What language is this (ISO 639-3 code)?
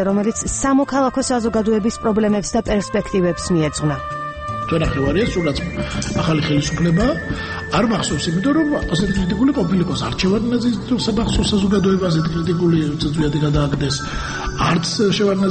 kat